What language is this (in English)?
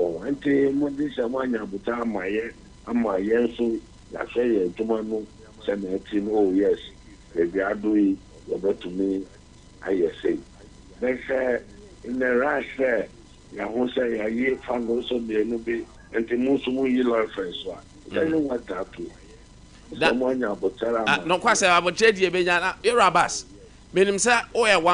Akan